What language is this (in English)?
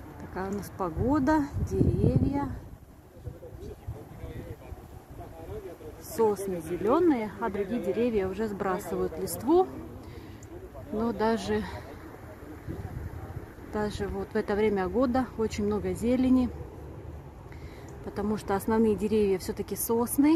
Russian